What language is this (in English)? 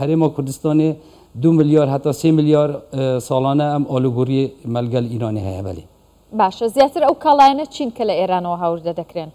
Central Kurdish